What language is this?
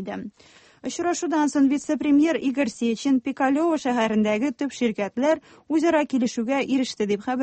Tatar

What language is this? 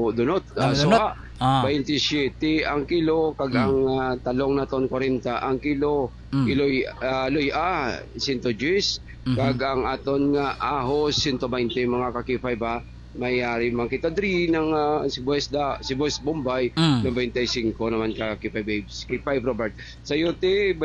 Hiligaynon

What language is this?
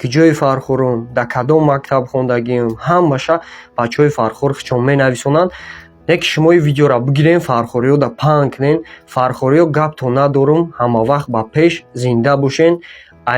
Tajik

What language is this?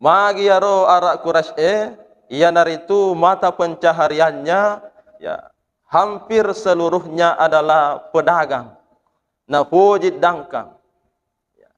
Buginese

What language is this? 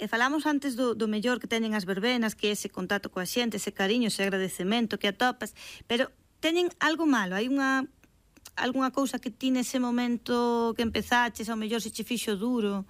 Galician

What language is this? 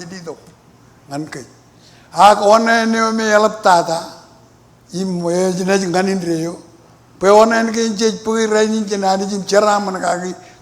Marshallese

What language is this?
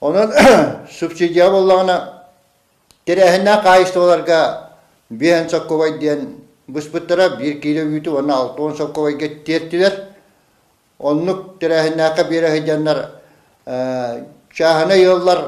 Yakut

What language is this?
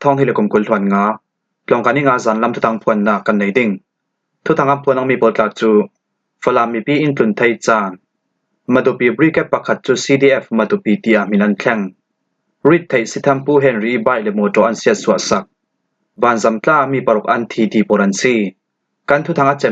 Falam Chin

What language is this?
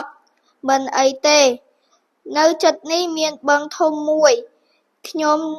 Khmer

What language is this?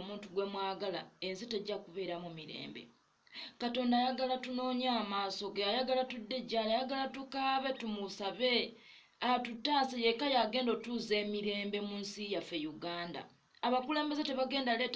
Ganda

